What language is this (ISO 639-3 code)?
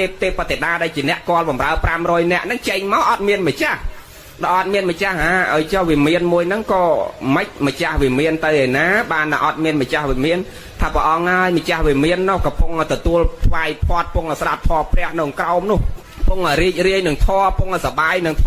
khm